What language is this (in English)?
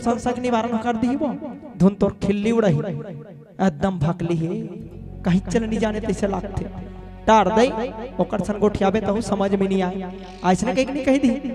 Chhattisgarhi